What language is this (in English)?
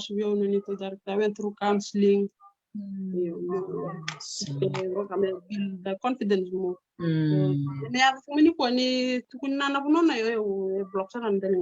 Fijian